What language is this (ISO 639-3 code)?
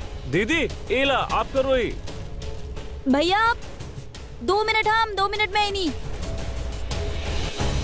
bho